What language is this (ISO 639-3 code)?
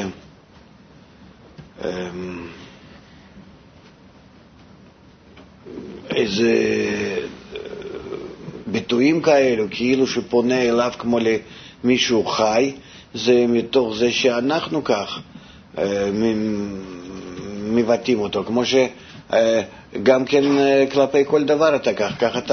heb